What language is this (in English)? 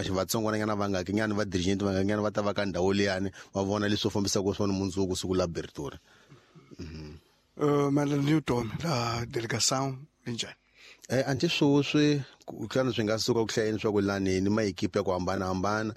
Tsonga